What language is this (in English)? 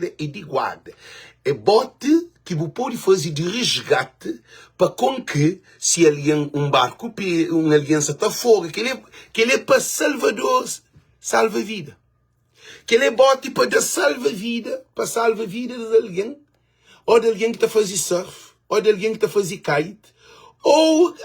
Kabuverdianu